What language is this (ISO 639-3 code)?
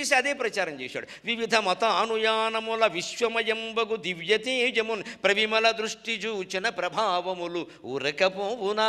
tel